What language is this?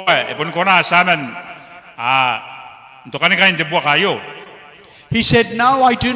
Gilbertese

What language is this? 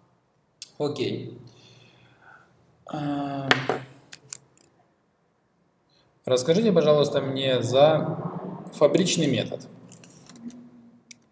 Russian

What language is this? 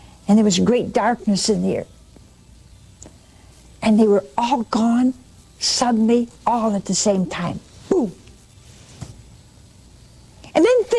English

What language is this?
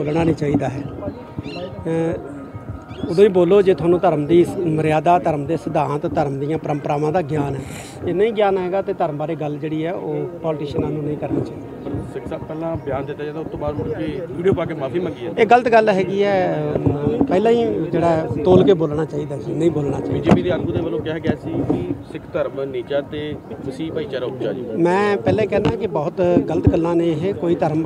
Punjabi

